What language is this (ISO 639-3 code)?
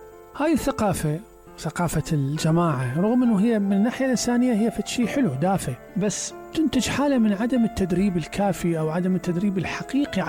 acm